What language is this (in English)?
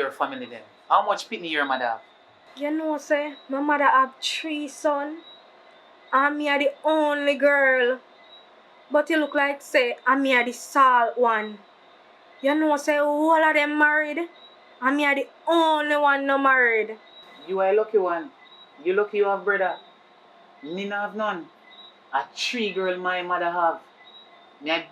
Jamaican Creole English